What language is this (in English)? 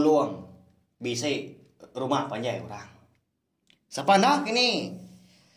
Iban